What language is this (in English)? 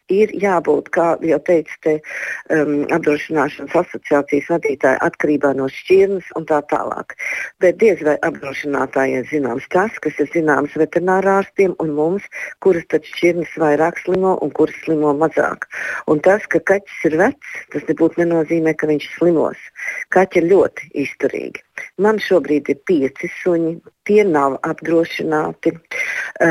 Latvian